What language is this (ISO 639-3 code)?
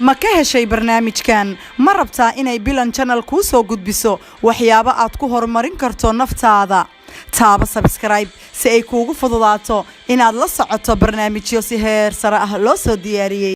som